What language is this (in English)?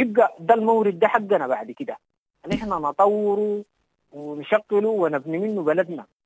Sudanese Arabic